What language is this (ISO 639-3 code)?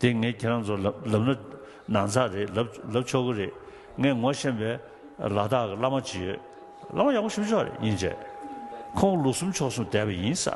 bod